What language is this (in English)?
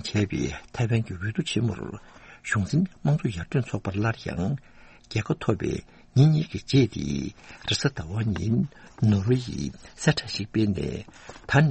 Tibetan